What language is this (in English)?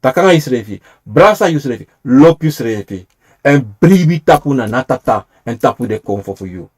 Sranan Tongo